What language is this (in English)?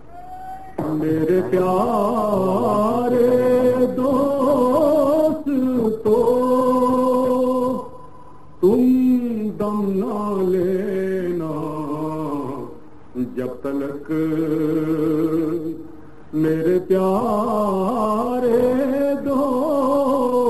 Urdu